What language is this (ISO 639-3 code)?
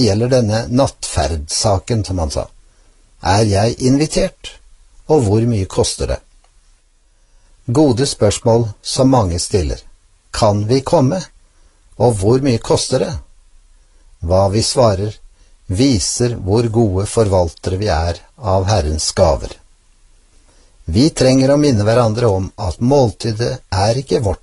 nor